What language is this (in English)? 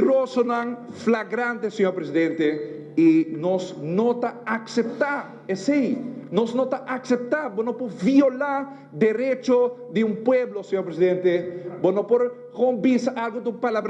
Papiamento